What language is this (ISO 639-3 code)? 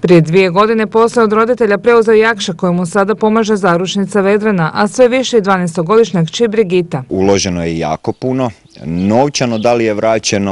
hrv